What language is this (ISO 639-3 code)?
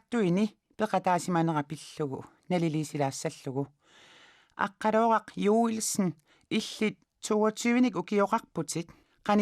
kal